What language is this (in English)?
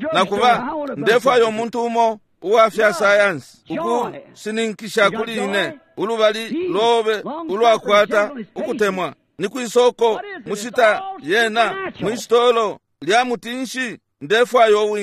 Bemba